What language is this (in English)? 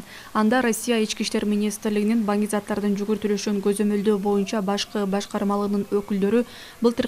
Kyrgyz